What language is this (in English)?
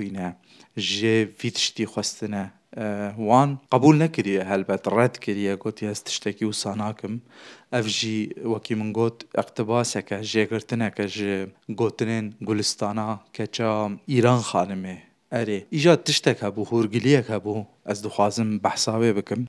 Kurdish